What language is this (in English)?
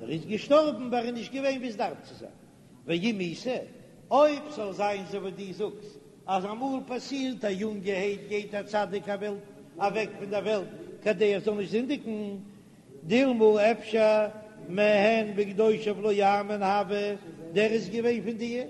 Yiddish